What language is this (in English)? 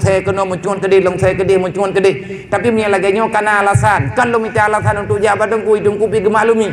Achinese